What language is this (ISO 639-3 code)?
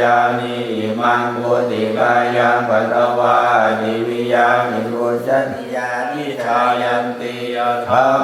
pli